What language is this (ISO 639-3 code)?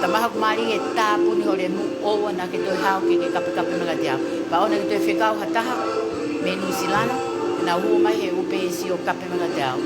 ton